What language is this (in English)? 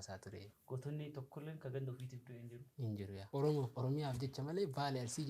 Oromo